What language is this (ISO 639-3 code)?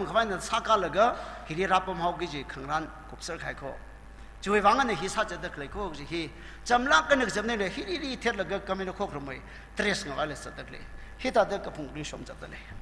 nmf